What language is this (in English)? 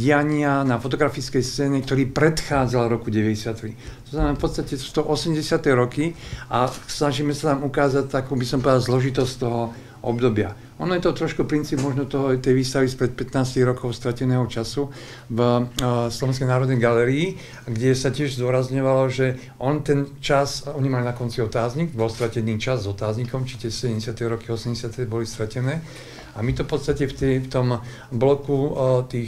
Slovak